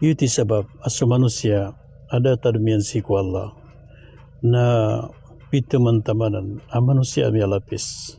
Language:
Maranao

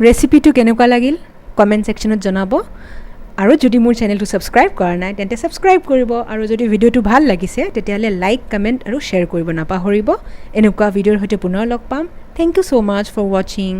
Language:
Assamese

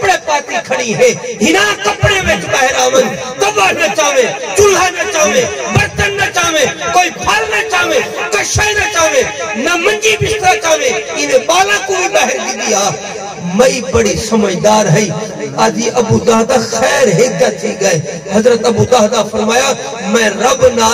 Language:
Saraiki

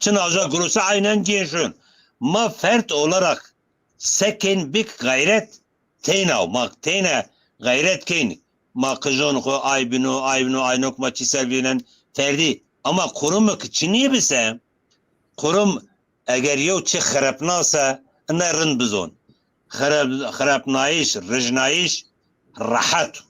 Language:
Zaza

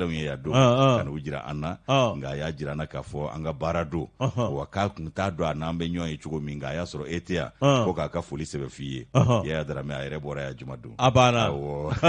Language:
Bambara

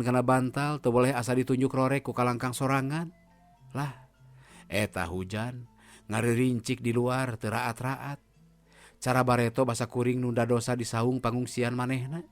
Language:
Sundanese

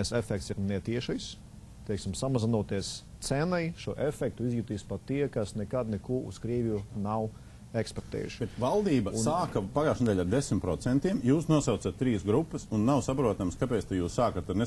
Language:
Latvian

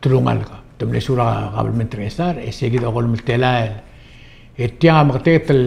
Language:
Palauan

